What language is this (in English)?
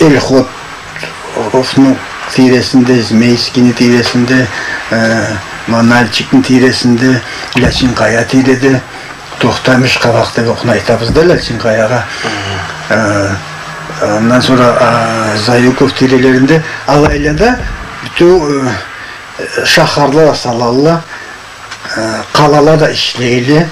Karachay-Balkar